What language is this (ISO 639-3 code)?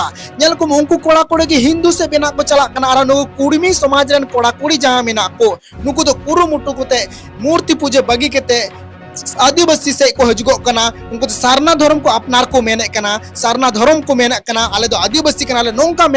sat